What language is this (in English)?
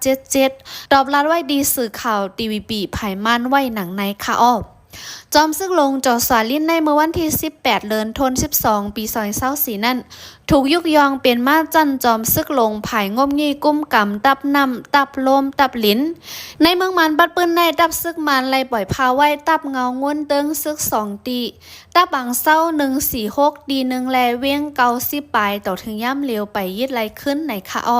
Shan